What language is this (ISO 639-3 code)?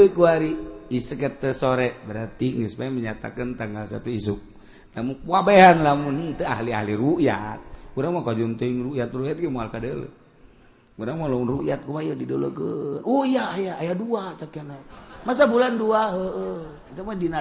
sun